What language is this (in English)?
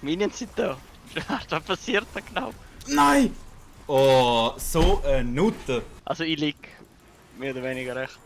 Swiss German